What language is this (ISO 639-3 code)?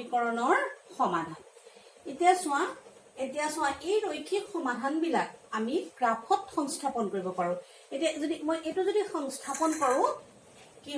asm